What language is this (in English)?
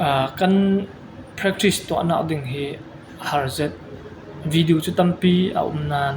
Falam Chin